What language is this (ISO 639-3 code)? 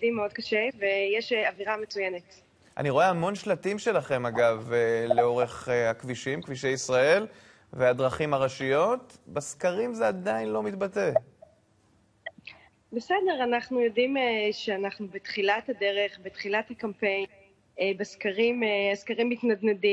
heb